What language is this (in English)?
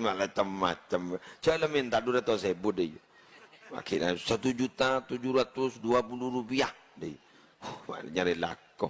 Madurese